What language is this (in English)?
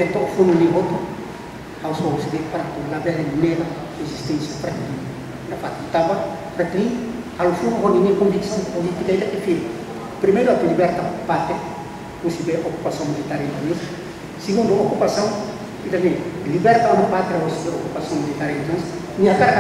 Tetum